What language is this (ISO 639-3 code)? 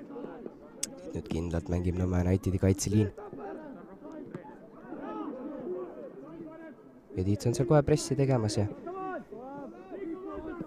est